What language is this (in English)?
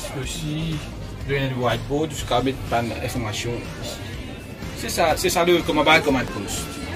Morisyen